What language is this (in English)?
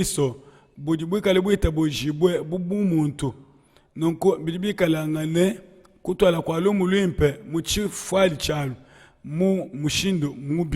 Luba-Lulua